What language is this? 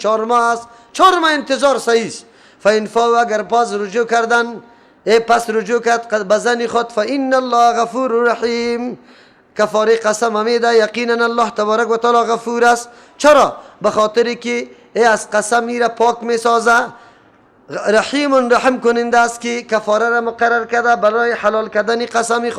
Persian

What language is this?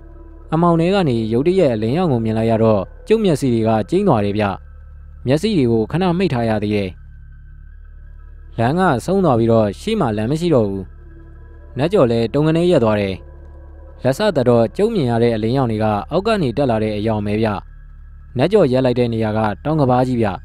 Burmese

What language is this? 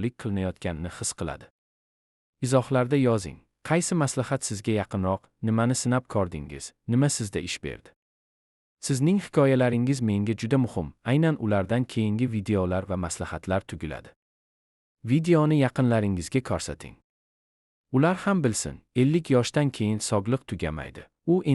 Uzbek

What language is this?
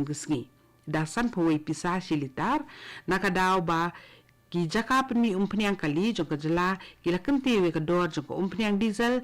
Khasi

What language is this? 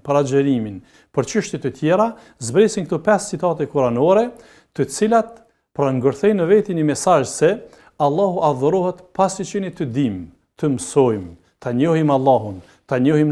Albanian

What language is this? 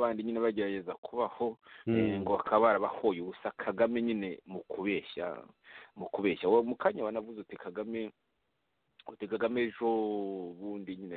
Kinyarwanda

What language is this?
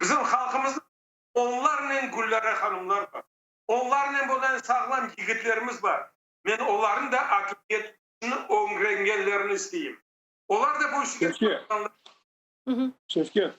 Crimean Tatar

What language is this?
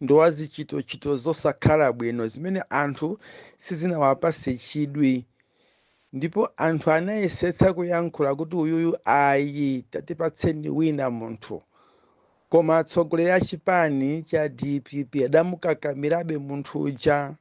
Nyanja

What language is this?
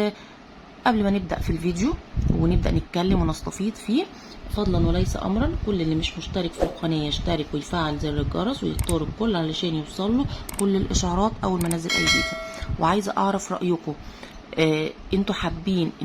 Egyptian Arabic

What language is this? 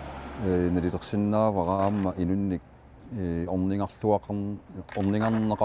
Kalaallisut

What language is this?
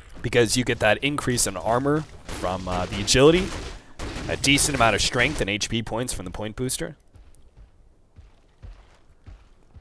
English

